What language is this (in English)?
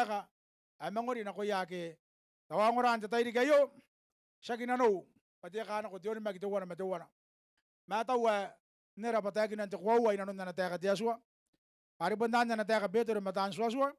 Gilbertese